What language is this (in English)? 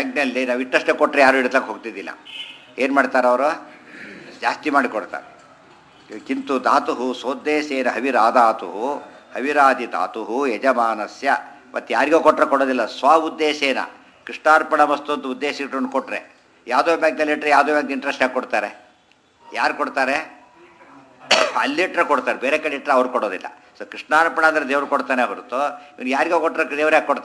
Kannada